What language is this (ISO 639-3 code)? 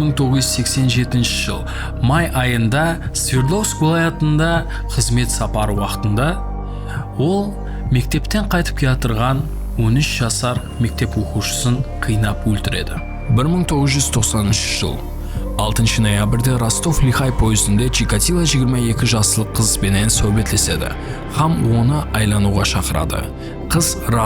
kaa